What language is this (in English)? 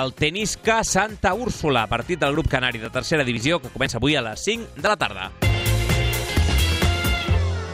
Catalan